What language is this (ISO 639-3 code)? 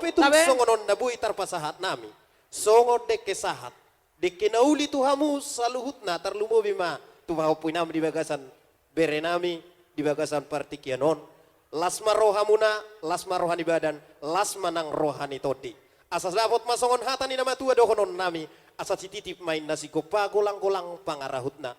bbc